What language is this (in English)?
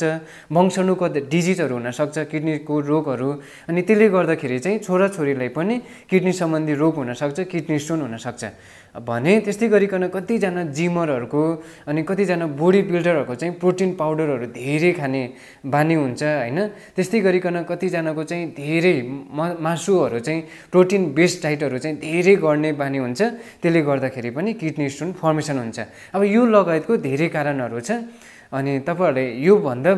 Nepali